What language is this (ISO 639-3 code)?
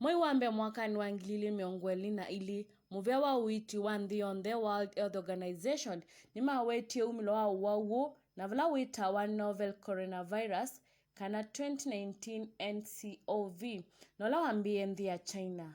kam